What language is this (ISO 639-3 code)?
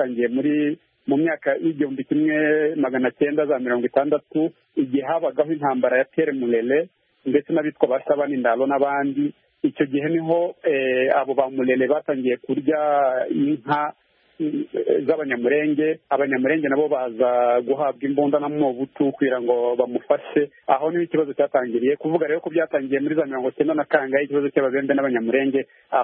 kin